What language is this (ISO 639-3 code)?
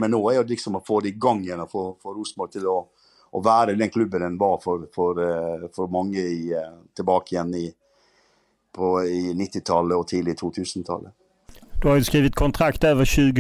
nor